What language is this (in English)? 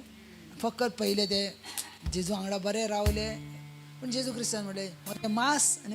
Konkani